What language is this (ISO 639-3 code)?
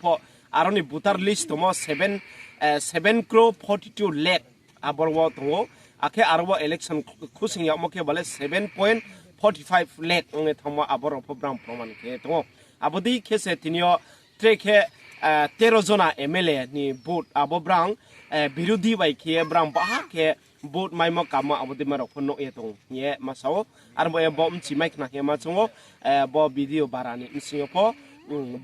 ria